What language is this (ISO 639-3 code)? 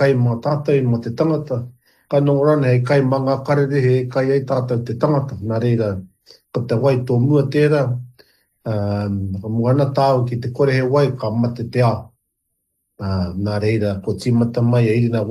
mri